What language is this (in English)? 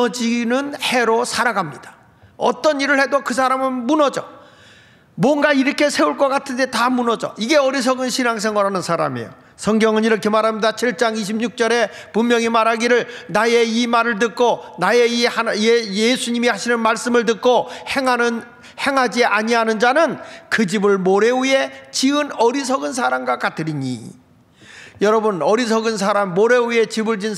Korean